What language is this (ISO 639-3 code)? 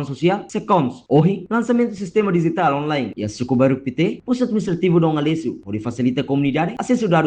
tet